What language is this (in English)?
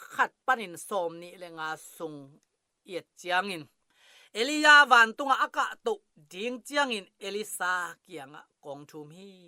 Tedim Chin